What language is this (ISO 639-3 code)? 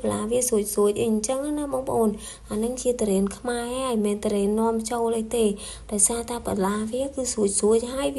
khm